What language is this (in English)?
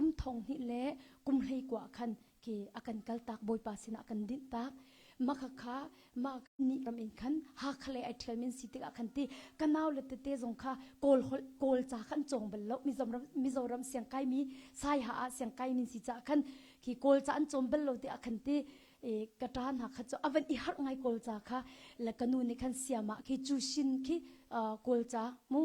Hakha Chin